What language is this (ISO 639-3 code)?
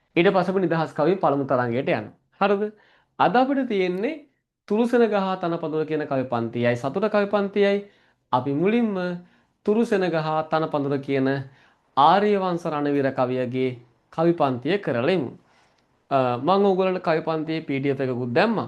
sin